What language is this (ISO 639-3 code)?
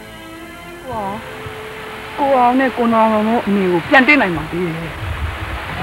mya